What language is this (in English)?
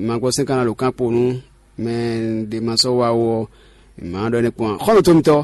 Fon